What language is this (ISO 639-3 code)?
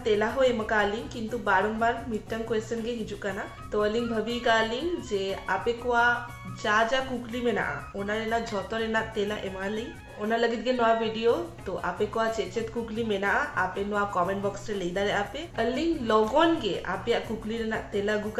sat